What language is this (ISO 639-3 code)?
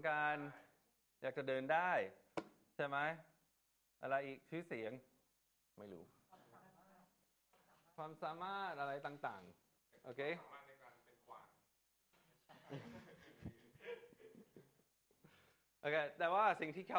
tha